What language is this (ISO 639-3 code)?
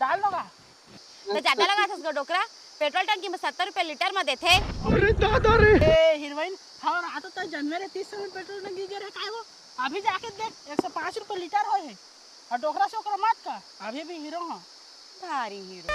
hne